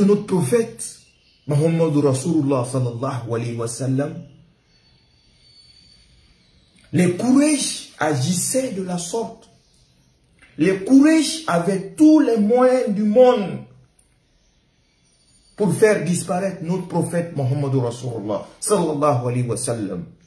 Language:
French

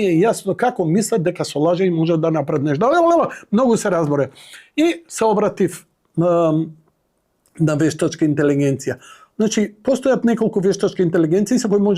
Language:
Macedonian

